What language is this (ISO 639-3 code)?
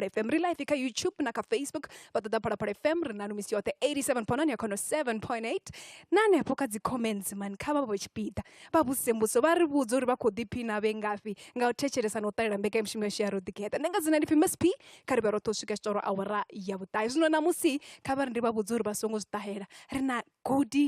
ven